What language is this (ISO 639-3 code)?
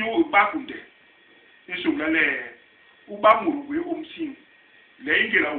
bas